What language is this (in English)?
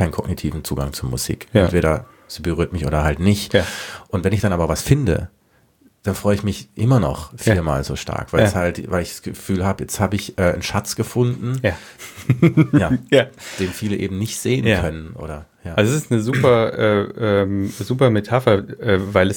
German